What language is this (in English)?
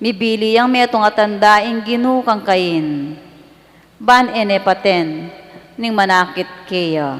Pampanga